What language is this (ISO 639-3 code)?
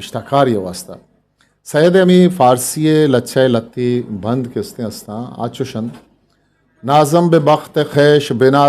bgp